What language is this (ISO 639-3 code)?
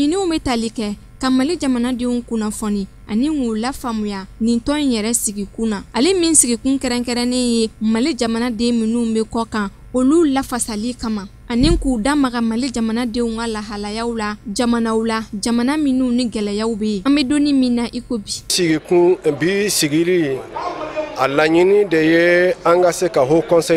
bam